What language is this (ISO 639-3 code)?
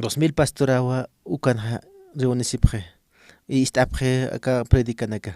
aym